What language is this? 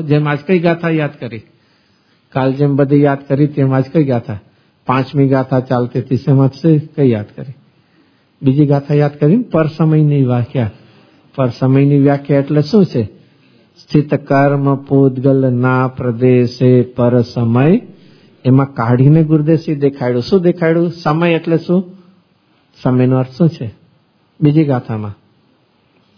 Gujarati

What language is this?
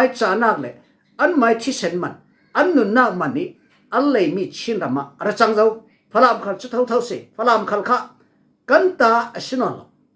Falam Chin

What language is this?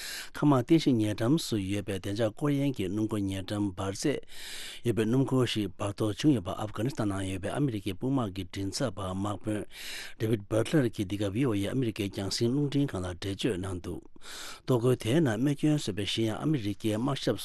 Tibetan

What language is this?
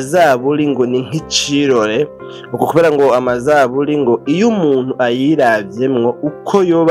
Rundi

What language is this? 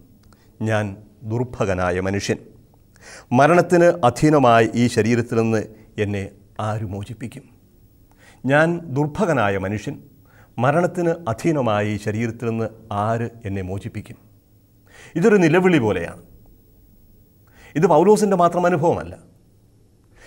Malayalam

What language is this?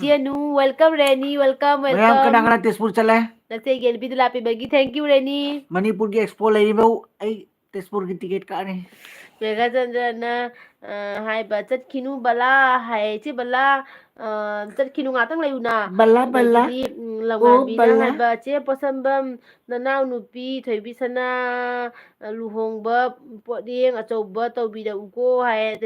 Manipuri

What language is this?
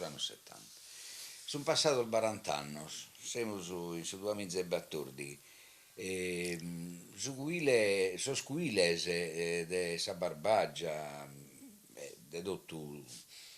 Sardinian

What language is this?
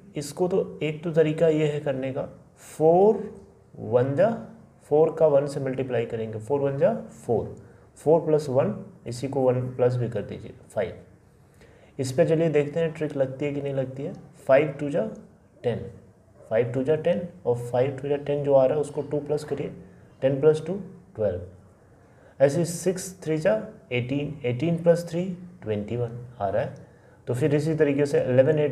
Hindi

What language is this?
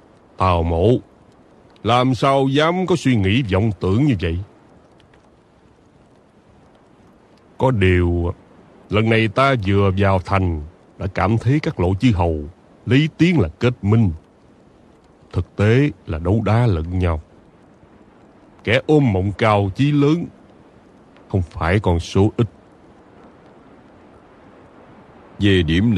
Vietnamese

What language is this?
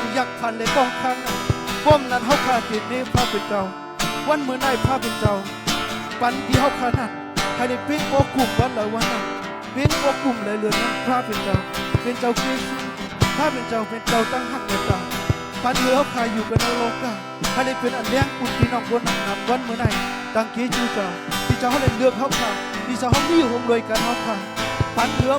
Shan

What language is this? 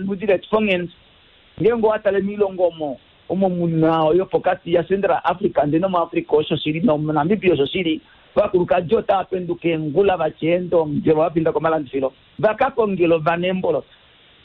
Kuanyama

